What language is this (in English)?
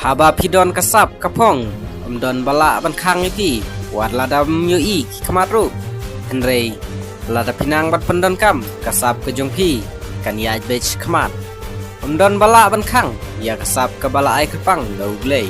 Khasi